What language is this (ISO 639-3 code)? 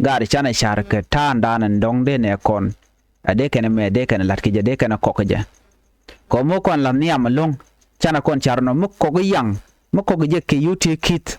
nus